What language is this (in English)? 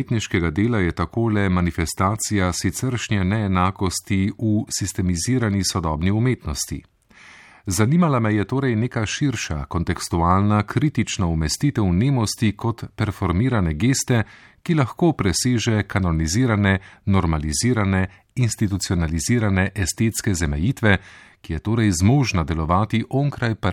Slovenian